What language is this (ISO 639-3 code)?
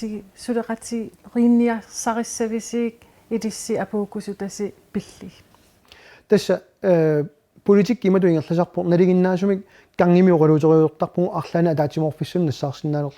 kal